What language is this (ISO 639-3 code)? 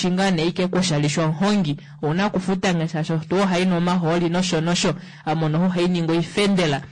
kua